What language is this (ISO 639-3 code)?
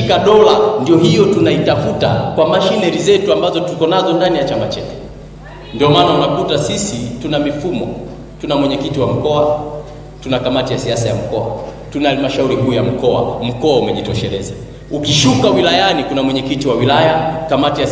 swa